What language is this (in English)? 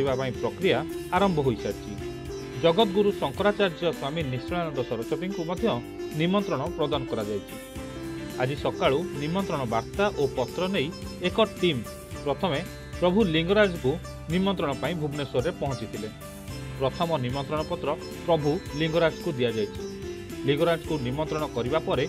Odia